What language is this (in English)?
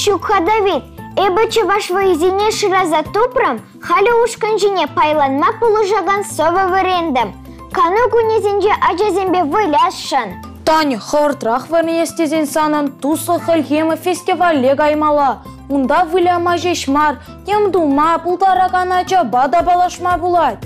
Chuvash